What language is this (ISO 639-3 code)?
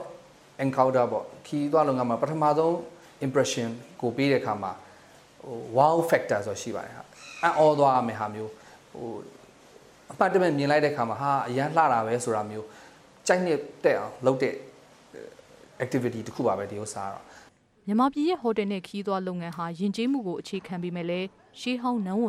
mya